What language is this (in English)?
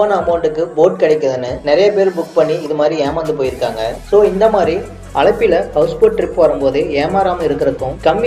Tamil